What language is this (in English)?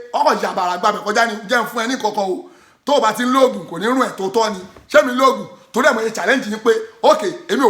Yoruba